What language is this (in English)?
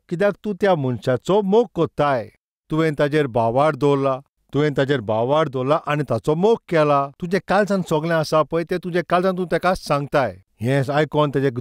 Konkani